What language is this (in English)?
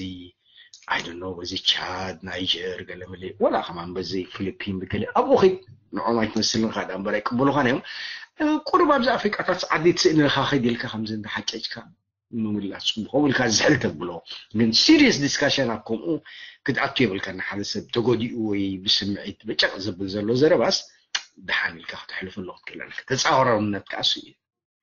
Tigrinya